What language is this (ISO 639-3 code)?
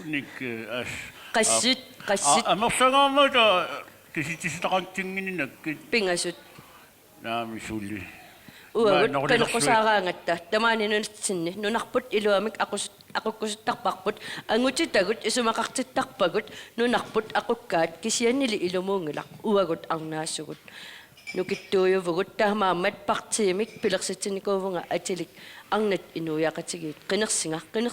kal